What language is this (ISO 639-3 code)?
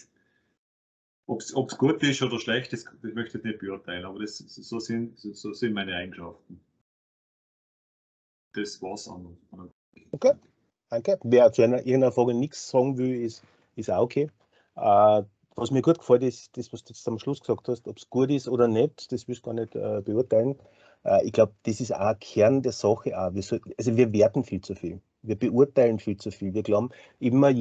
deu